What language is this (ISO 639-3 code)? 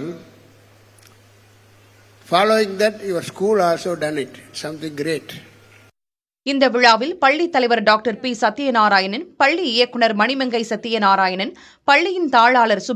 tam